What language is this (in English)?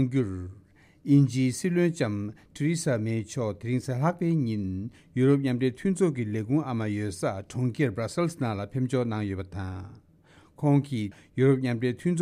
Tibetan